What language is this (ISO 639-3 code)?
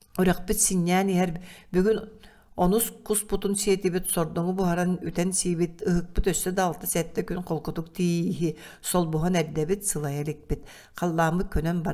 sah